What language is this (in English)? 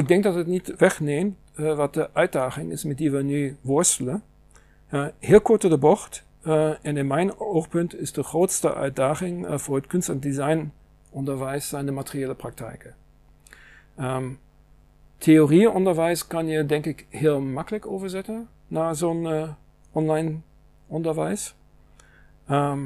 Dutch